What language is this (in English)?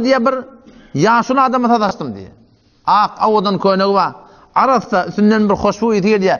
Turkmen